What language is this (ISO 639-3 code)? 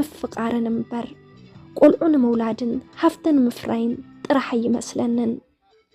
tir